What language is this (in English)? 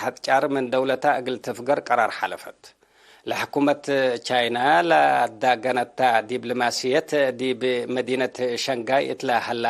Tigre